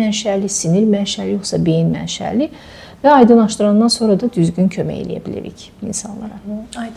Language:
Azerbaijani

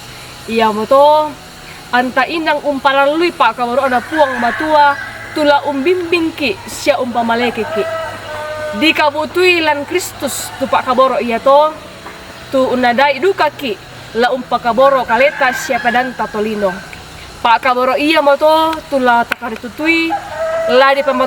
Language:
Toraja-Sa'dan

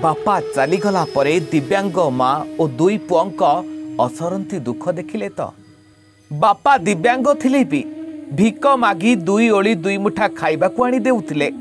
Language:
Odia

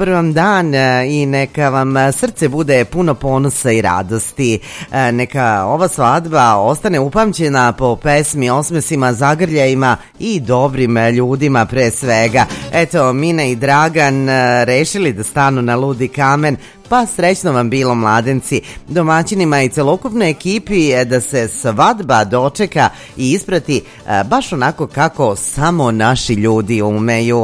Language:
Serbian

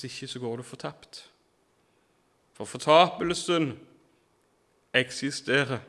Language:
Norwegian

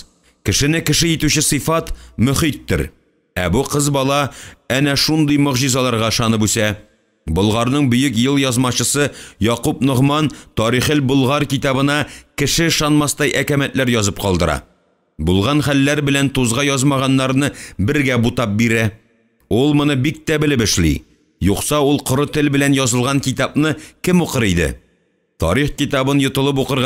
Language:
Tatar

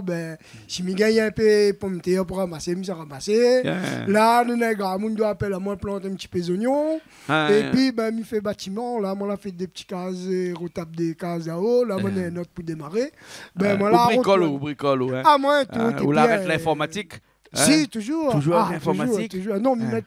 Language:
Réunion Creole French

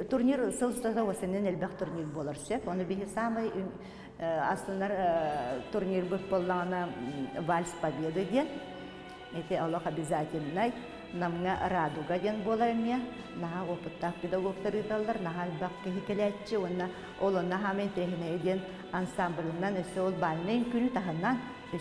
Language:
Yakut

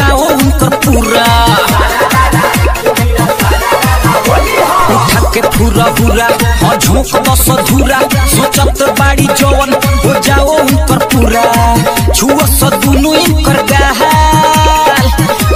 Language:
Bhojpuri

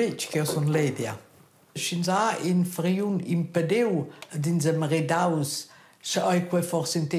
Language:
Romansh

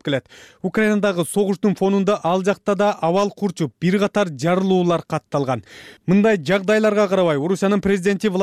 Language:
Kyrgyz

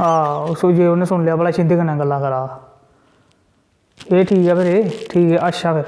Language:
Dogri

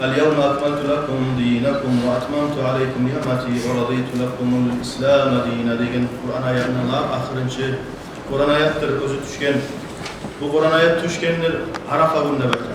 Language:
Kumyk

